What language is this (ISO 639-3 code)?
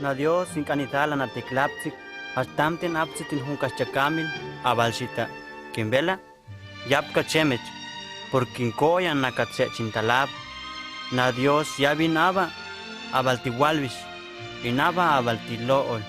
hus